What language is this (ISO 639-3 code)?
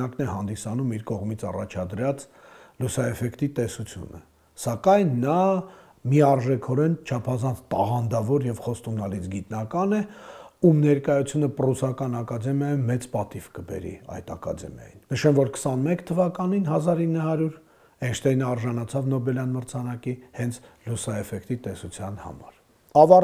hye